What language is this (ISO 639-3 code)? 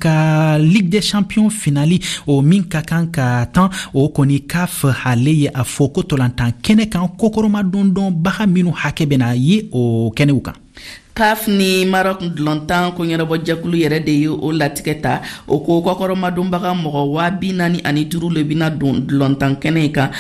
bam